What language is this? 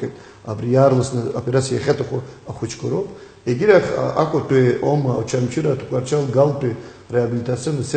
Abkhazian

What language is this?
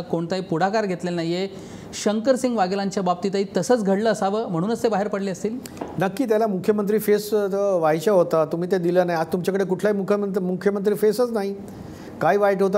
Marathi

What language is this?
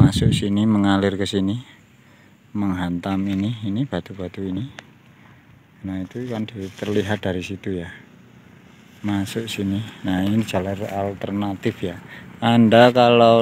Indonesian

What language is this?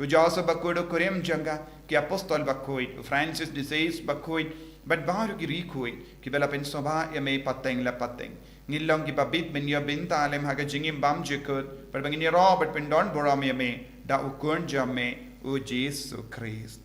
Khasi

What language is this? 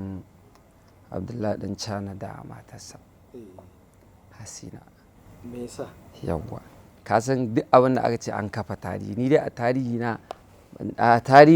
Hausa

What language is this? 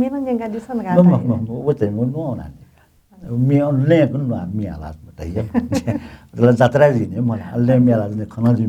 Newari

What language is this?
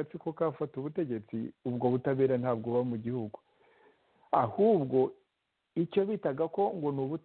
Kinyarwanda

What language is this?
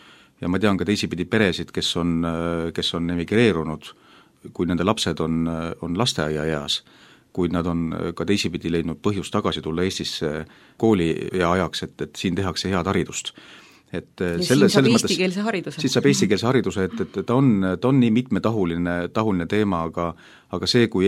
Estonian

